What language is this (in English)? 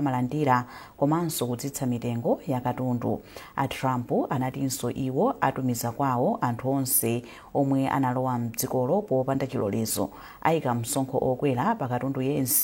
Nyanja